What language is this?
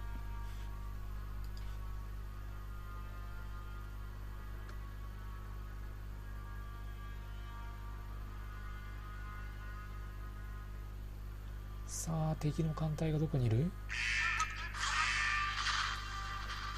Japanese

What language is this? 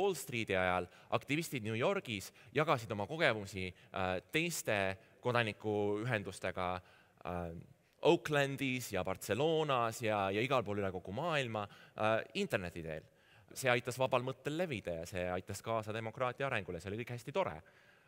Estonian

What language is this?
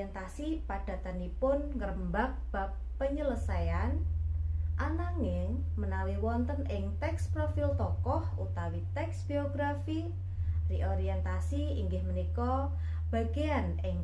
Javanese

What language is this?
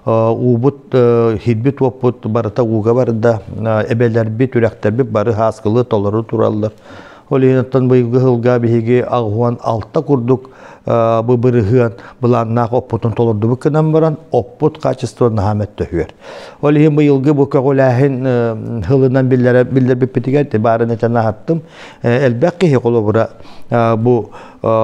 Yakut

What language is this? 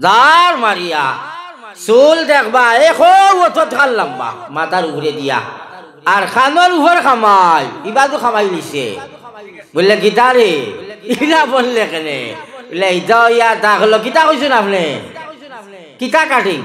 Sylheti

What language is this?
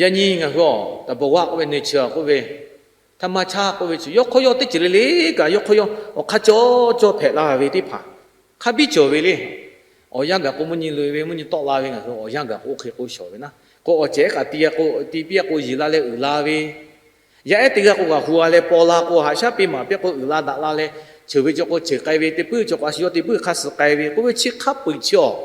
Lahu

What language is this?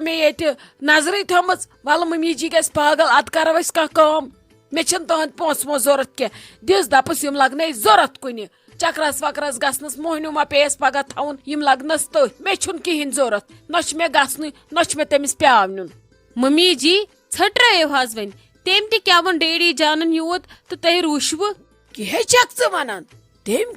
Kashmiri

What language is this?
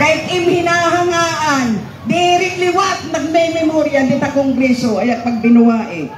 Waray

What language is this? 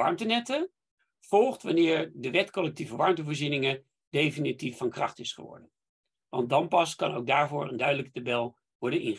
Dutch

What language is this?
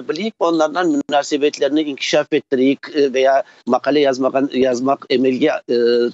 Crimean Tatar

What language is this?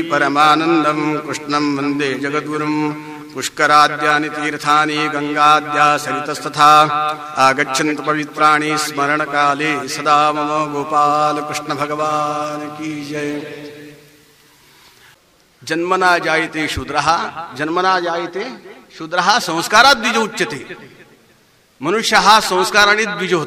Marathi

